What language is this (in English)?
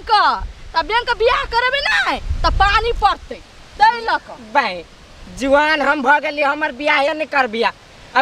Maithili